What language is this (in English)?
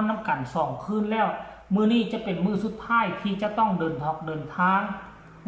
Northeastern Thai